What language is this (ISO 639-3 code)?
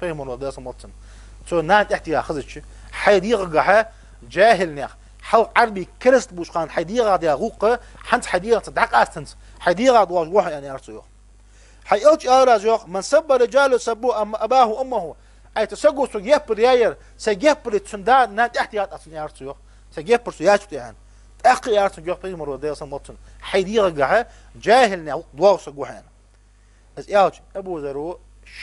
inh